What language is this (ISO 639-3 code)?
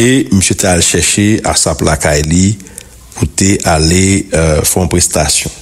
hat